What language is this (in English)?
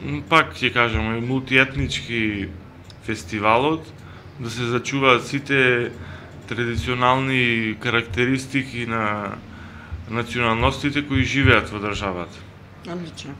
Macedonian